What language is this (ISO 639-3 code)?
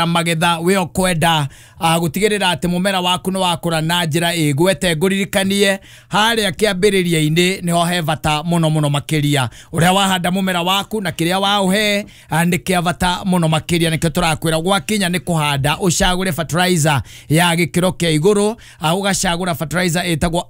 kik